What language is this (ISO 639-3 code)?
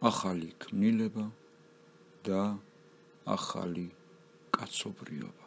kat